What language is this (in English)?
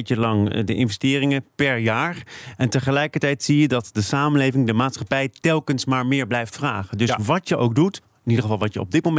Dutch